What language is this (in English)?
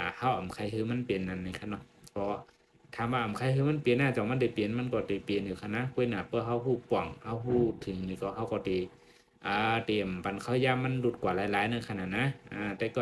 Shan